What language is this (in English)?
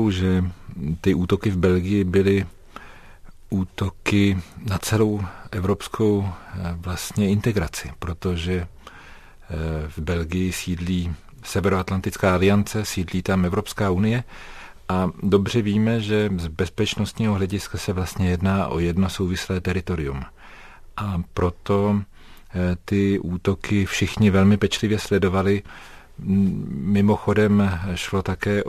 Czech